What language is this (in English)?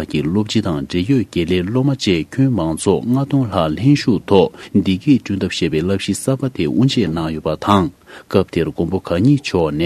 Tibetan